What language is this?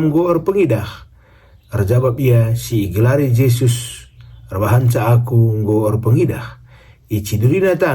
Batak Karo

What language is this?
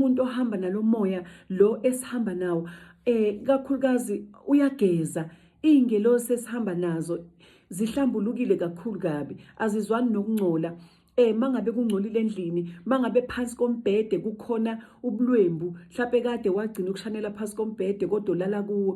Zulu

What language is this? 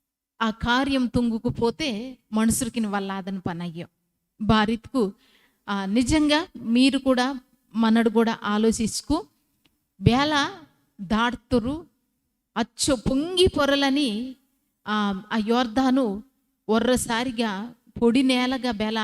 Koya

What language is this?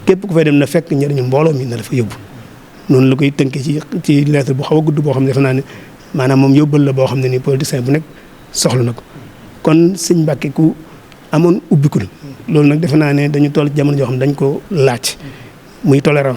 Wolof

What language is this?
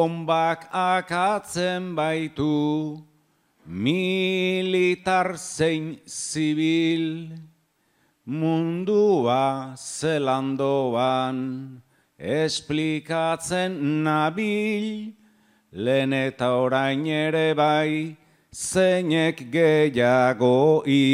Basque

